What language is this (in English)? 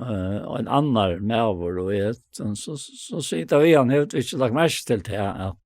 Faroese